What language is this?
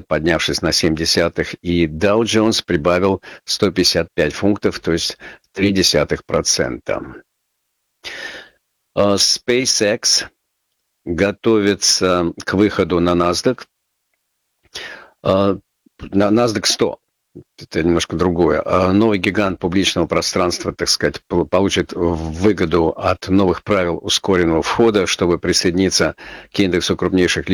Russian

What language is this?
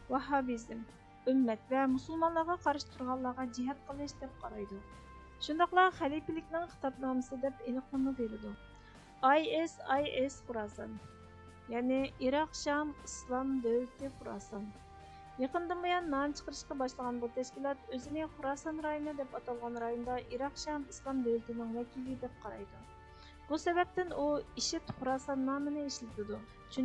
Uyghur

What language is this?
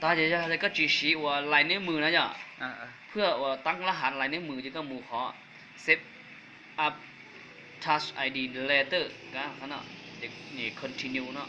Hmong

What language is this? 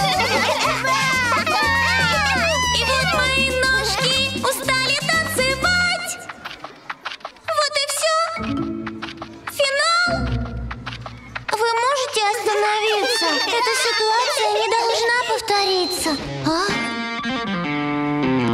Russian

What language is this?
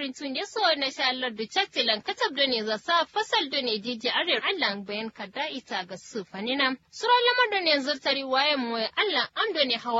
Kanuri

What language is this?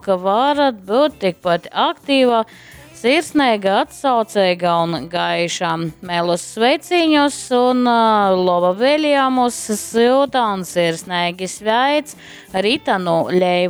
Latgalian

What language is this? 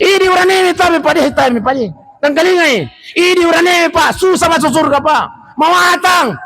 Buginese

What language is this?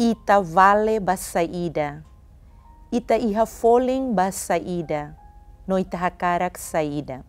Tetum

